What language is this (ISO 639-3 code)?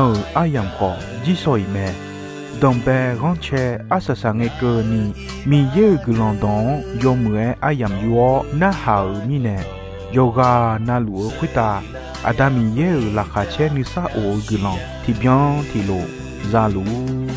ahk